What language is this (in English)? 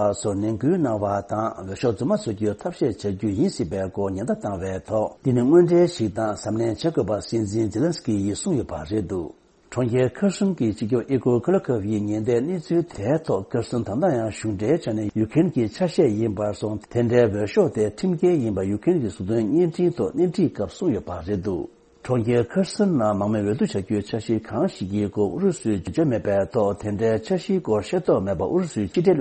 Tibetan